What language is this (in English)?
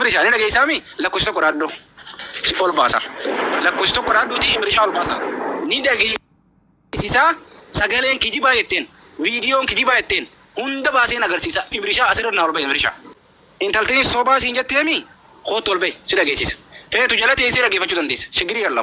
Oromo